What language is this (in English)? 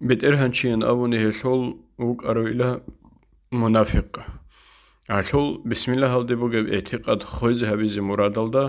Avaric